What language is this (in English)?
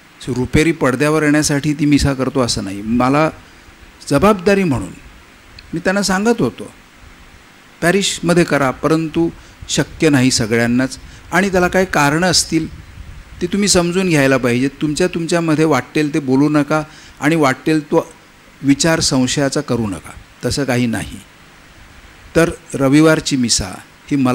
Marathi